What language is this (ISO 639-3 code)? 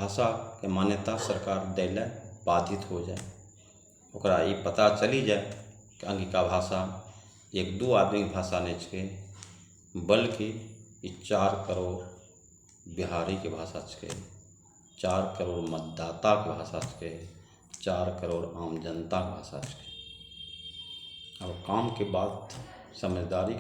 anp